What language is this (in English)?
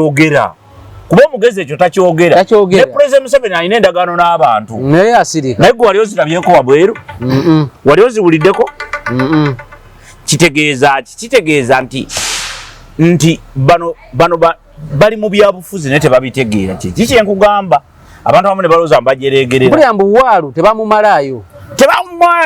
Ganda